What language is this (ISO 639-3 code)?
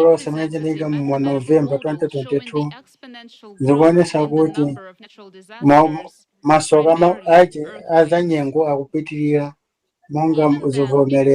nya